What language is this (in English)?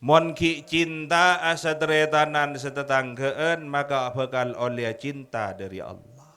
Madurese